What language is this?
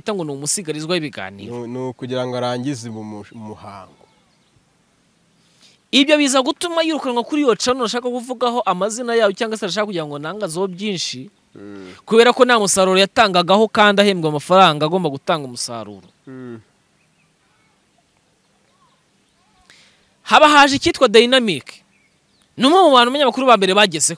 Kinyarwanda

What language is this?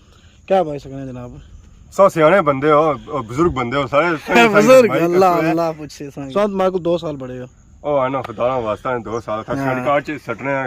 Pahari-Potwari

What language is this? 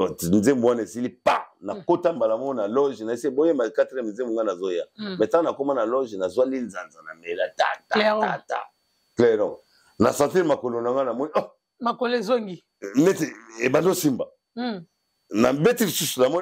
Lingala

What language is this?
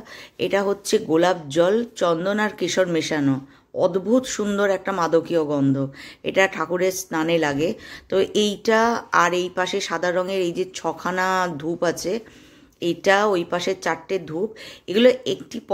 Bangla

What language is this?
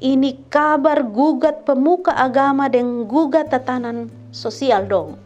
Kupang Malay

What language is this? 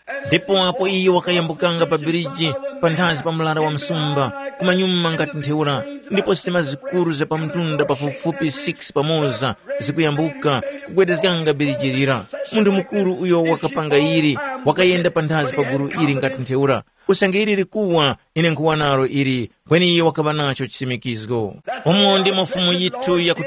Tumbuka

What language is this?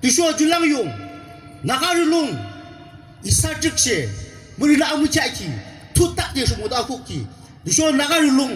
Yimchungru Naga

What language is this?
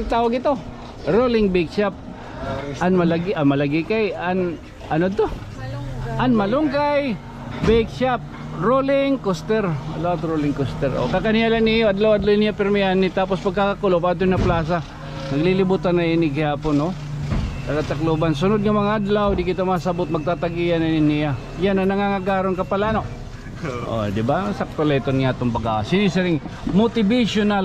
Waray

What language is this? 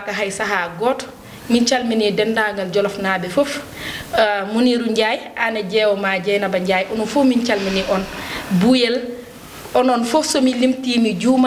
Fula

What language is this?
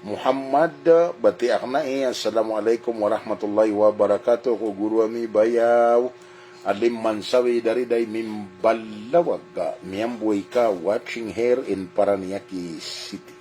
Maranao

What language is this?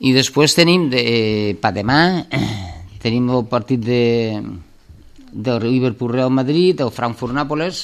Catalan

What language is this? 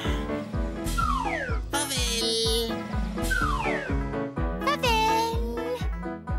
Danish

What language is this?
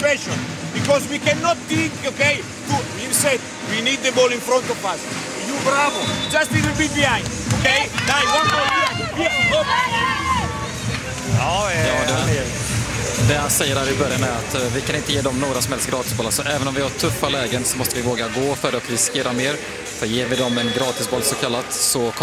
Swedish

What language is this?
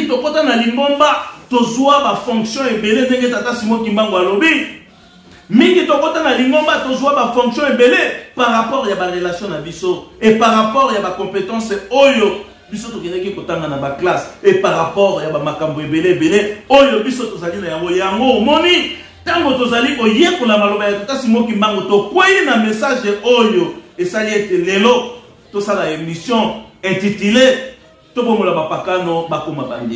Lingala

